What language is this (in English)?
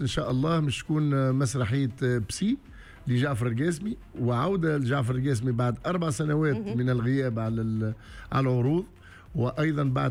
Tunisian Arabic